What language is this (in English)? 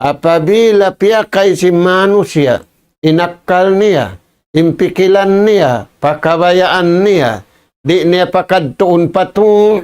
Tausug